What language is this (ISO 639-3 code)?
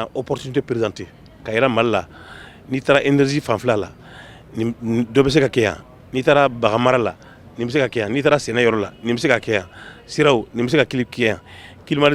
bam